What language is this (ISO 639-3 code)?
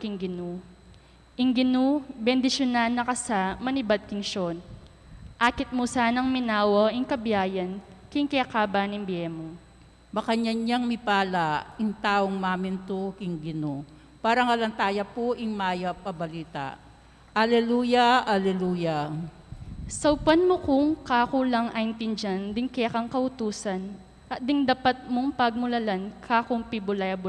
pam